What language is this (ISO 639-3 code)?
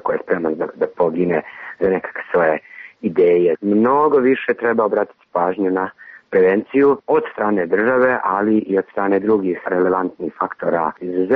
srp